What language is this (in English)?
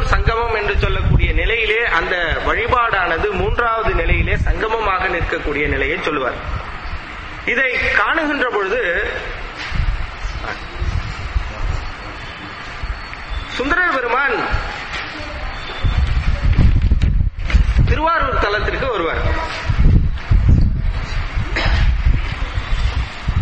Tamil